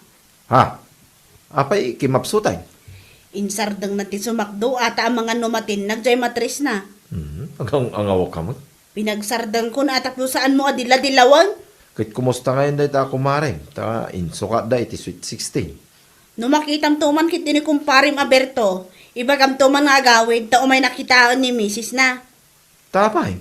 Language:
Iloko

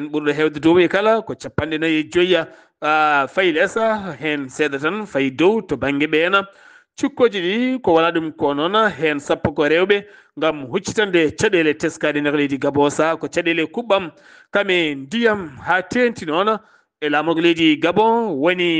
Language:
Fula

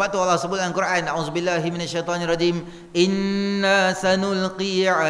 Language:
Malay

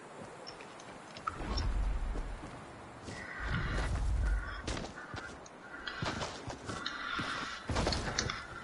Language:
English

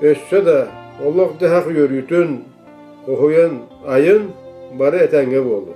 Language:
Yakut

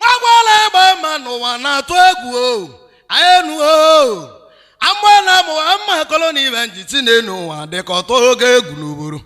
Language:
Igbo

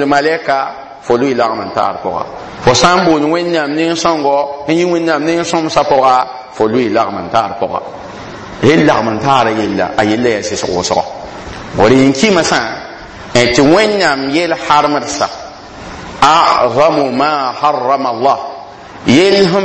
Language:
Mossi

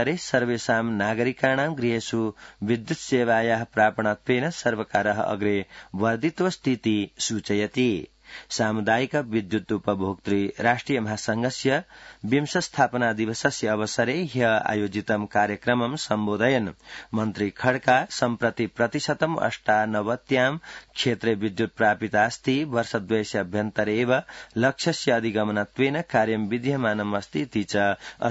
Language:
Sanskrit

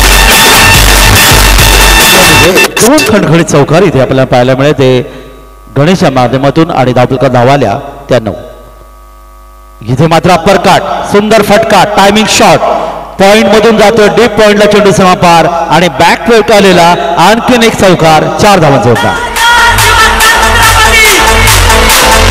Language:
Marathi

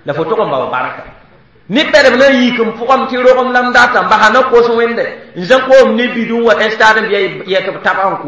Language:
Mossi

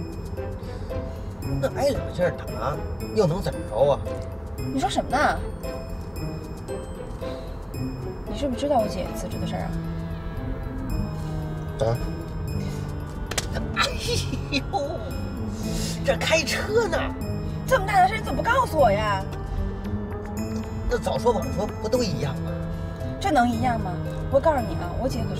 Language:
Chinese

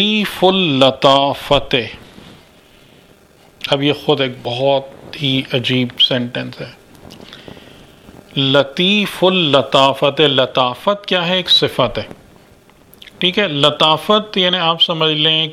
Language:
Urdu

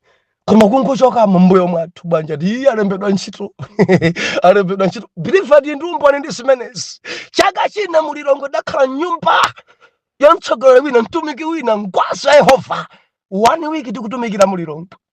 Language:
Nyanja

